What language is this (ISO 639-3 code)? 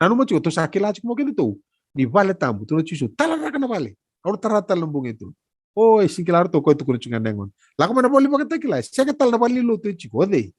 fij